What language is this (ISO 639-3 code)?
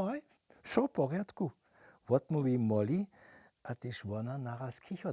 hsb